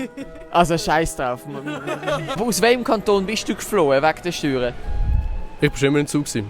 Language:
Swiss German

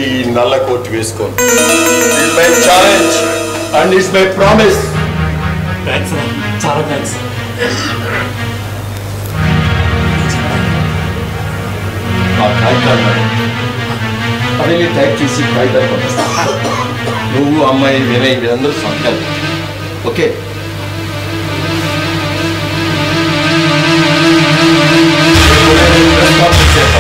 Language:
Telugu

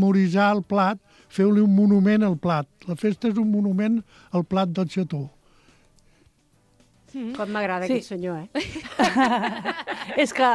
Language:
Catalan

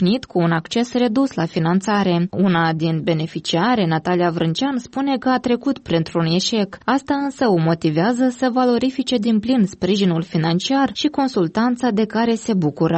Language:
Romanian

